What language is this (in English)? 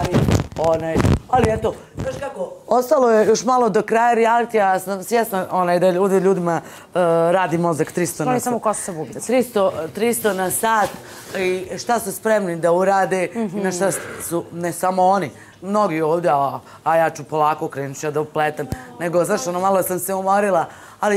Serbian